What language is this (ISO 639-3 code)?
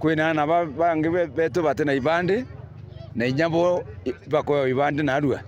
mer